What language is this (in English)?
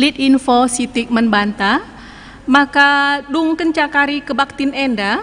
Batak Karo